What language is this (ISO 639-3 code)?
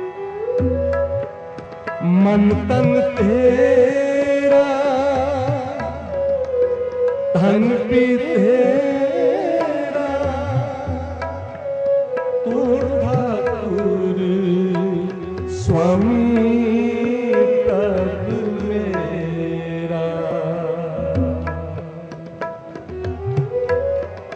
hin